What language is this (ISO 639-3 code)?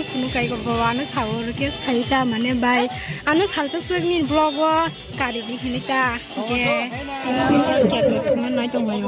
trp